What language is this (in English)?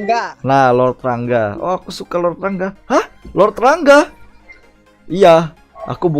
Banjar